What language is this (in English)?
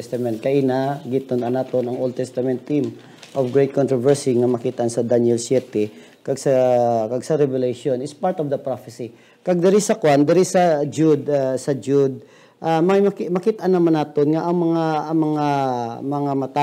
Hiligaynon